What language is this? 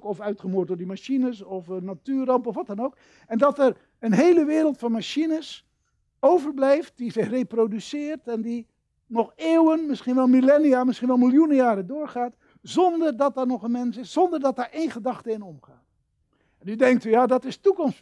Dutch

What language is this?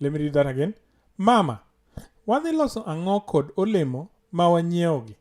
Luo (Kenya and Tanzania)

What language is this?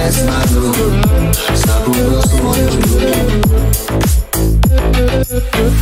Ukrainian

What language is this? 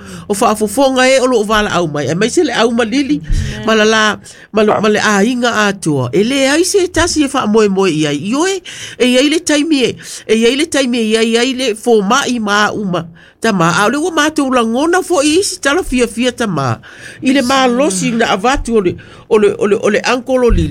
Samoan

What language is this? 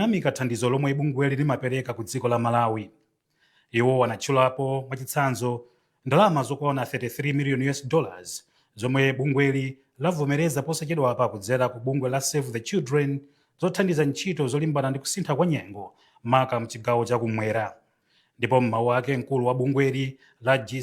Nyanja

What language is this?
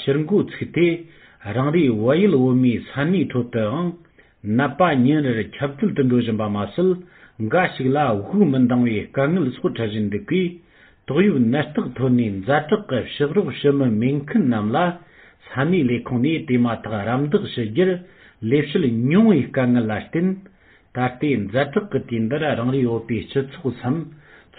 Tibetan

